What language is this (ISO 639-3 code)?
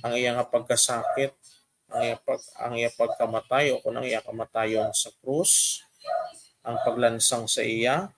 hil